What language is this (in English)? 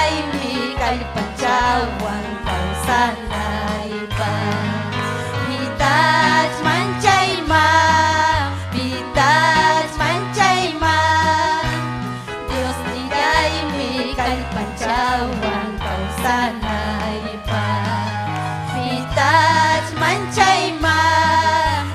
Ayacucho Quechua